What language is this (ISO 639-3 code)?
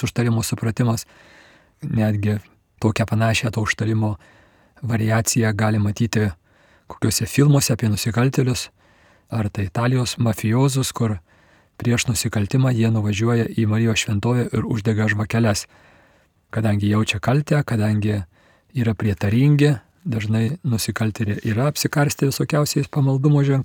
lit